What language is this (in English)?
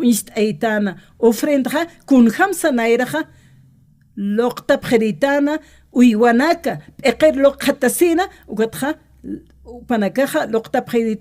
Aymara